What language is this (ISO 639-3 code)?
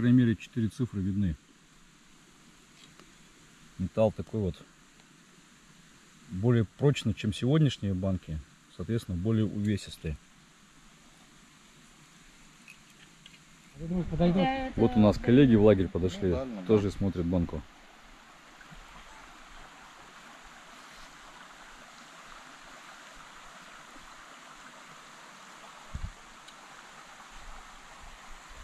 rus